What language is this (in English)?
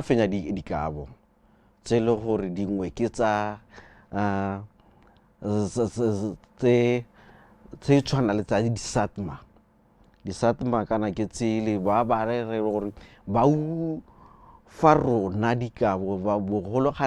Tswana